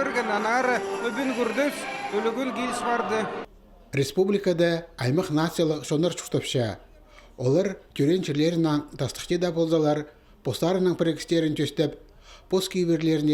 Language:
Khakas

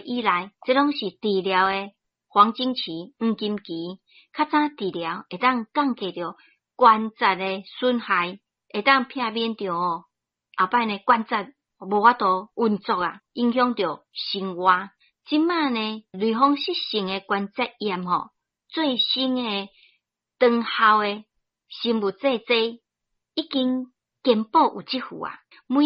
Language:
Min Nan Chinese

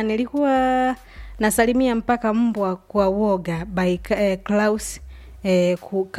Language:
Swahili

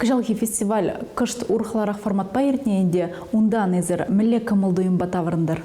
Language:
Chuvash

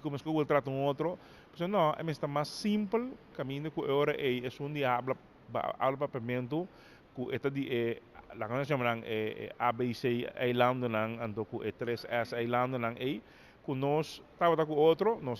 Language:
Papiamento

